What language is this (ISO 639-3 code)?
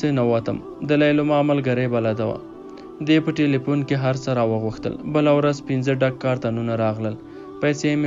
pus